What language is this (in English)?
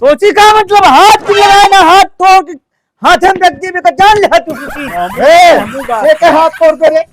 Awadhi